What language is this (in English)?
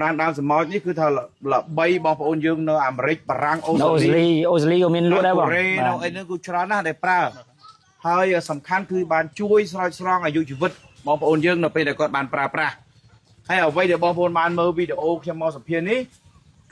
Khmer